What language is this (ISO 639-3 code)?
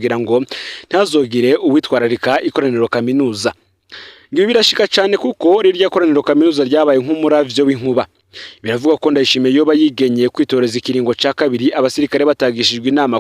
run